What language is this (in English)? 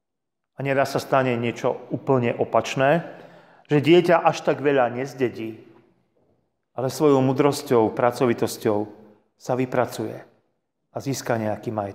Slovak